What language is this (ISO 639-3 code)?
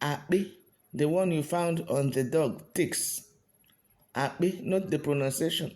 ibo